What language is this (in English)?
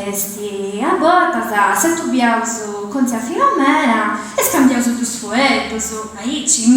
Sardinian